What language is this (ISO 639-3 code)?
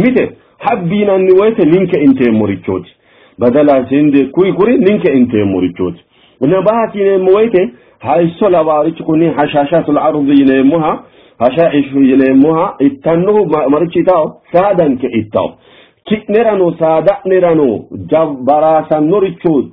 sid